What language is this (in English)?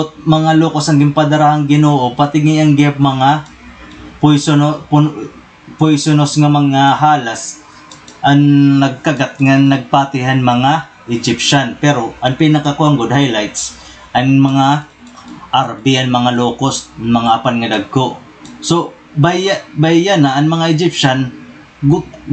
Waray